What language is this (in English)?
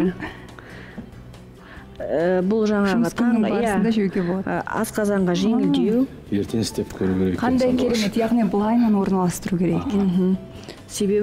Kazakh